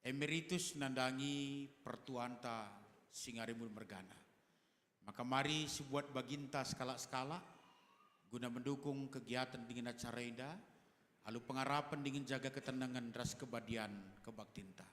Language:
Batak Karo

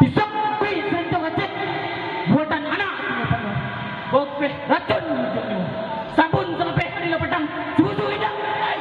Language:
Minangkabau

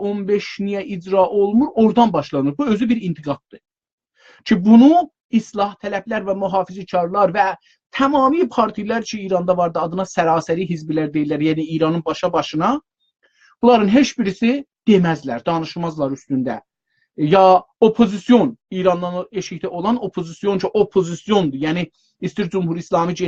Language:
South Azerbaijani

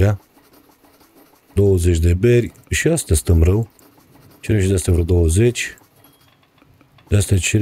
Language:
Romanian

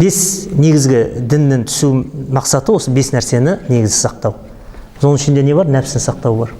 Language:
Kazakh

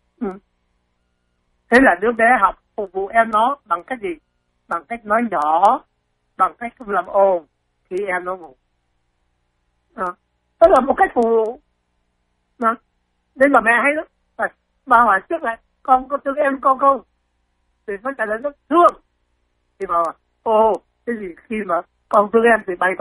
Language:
Vietnamese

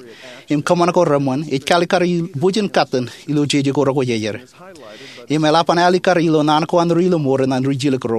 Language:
Marshallese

